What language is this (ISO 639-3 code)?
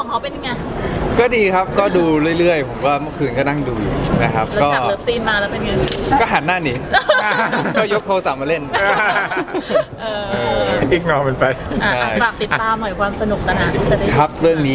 tha